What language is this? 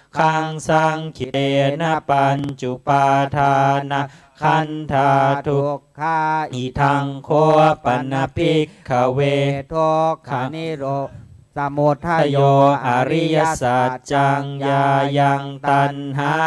Pali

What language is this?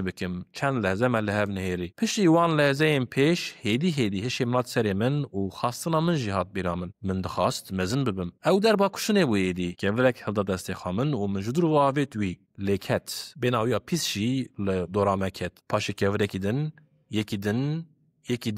Kurdish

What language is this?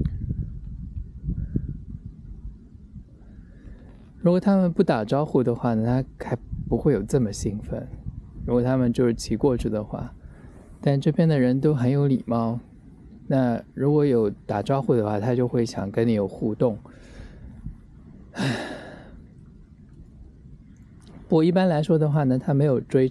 Chinese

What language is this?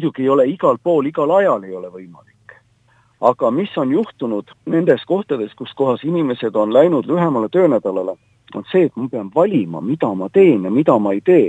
Estonian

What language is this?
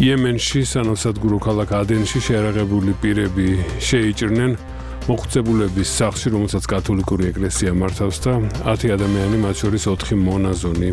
Georgian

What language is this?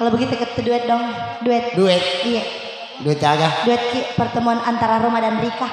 Buginese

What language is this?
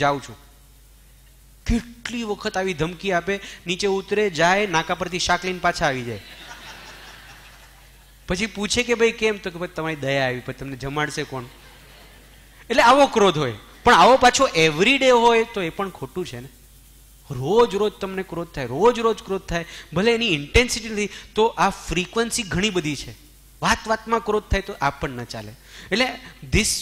Gujarati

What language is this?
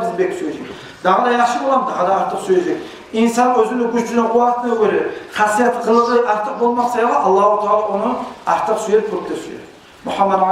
Kumyk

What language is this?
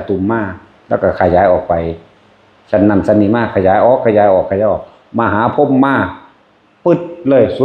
Northeastern Thai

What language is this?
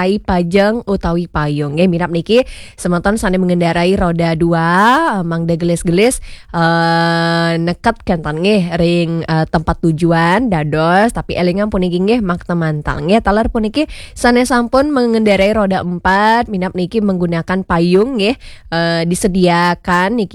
Balinese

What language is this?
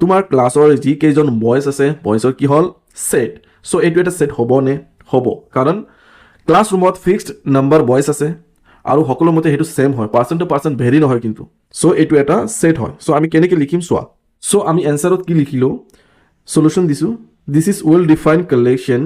Assamese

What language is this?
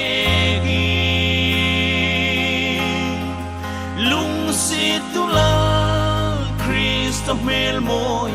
Hmar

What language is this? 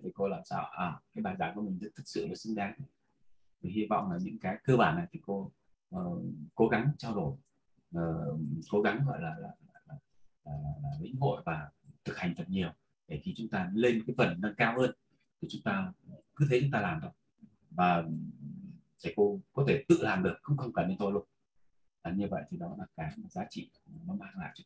Vietnamese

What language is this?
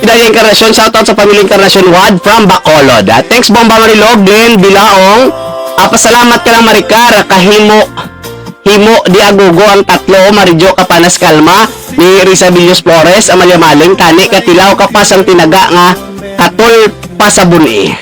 Hiligaynon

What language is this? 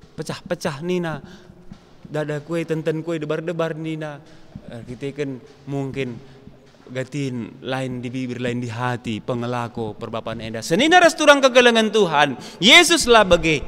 Batak Karo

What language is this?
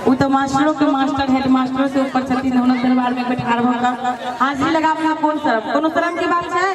Maithili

